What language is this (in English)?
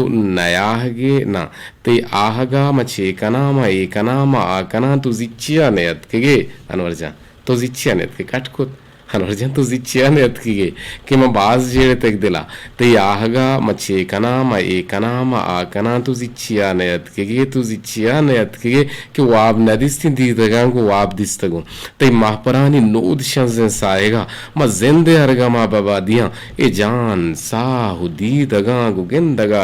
Eastern Balochi